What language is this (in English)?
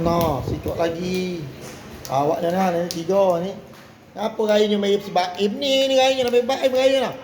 Musi